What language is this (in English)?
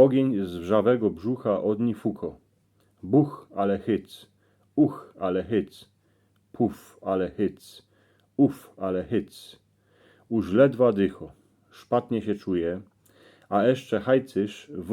Silesian